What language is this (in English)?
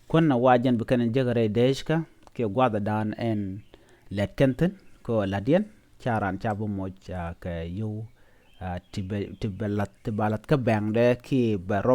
Nuer